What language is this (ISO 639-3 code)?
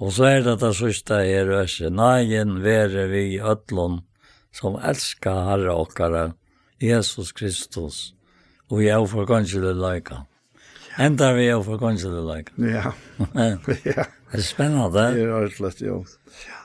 fao